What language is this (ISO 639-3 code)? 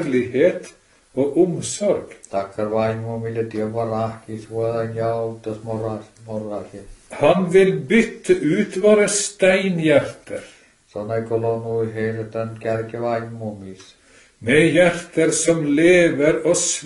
nor